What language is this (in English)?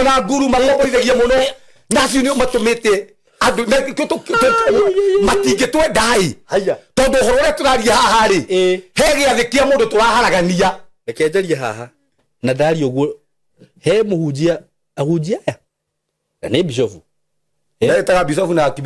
Kikuyu